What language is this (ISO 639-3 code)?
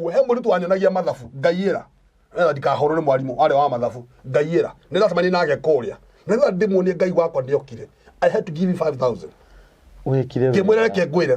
kik